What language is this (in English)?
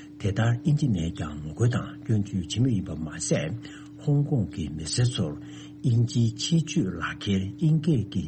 Tibetan